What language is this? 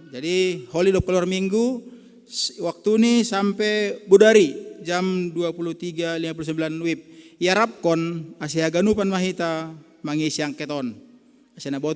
Batak Simalungun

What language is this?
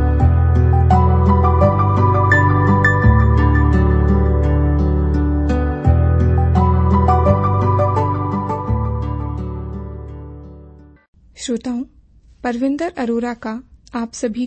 Hindi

